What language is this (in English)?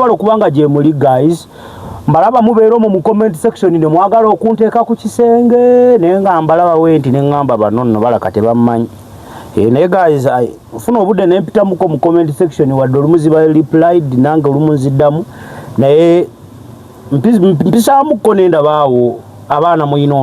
Ganda